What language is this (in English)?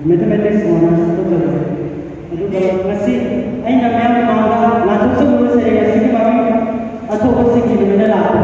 Manipuri